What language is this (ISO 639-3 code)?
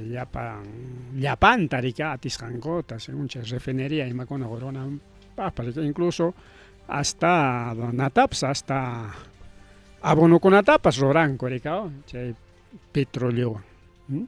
quy